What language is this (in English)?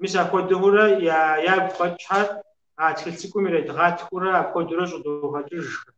Kabardian